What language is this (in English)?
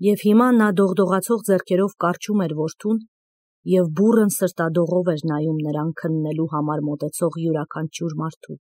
Armenian